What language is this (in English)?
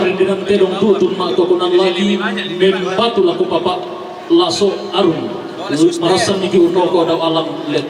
Toraja-Sa'dan